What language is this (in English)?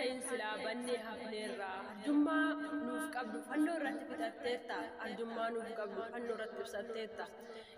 Oromo